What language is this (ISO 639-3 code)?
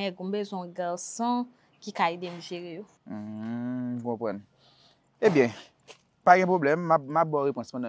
hat